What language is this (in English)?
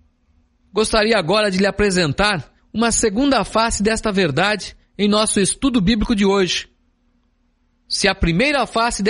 Portuguese